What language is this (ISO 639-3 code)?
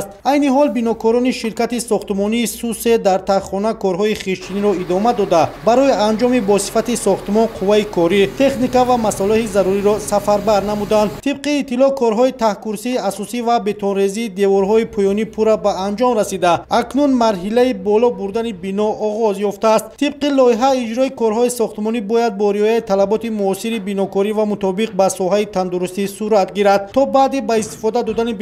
tgk